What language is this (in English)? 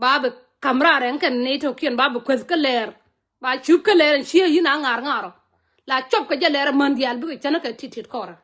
Nuer